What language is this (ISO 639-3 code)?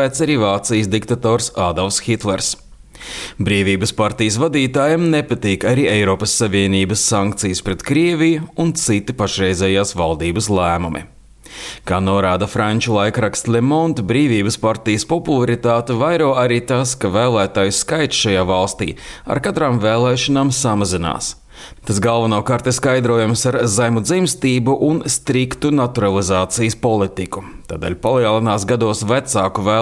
lav